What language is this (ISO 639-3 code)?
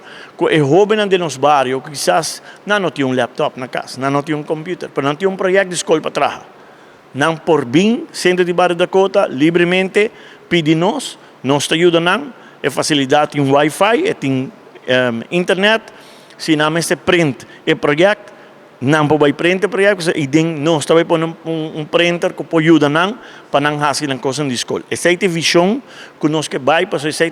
pap